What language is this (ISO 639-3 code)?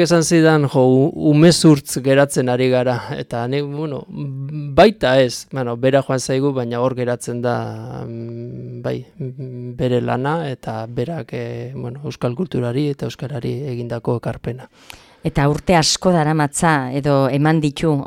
eus